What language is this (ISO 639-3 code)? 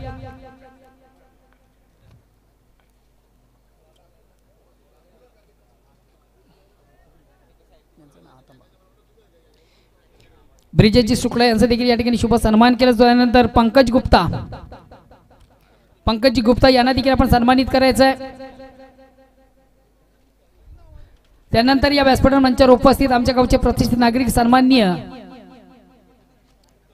mar